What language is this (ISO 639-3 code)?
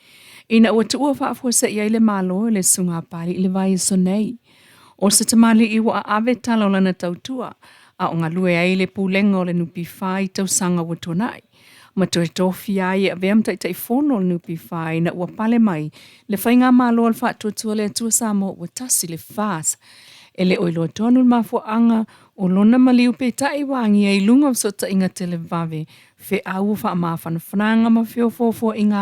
smo